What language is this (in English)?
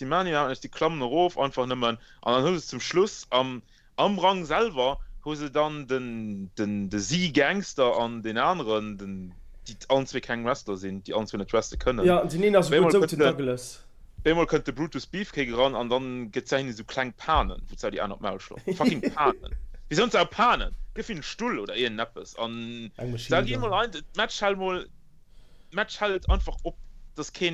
Luxembourgish